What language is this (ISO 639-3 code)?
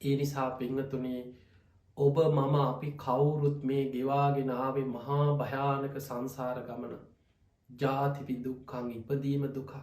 sin